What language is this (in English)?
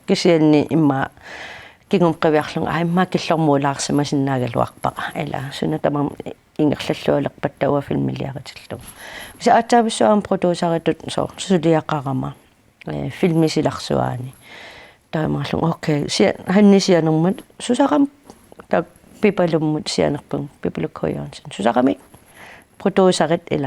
Kalaallisut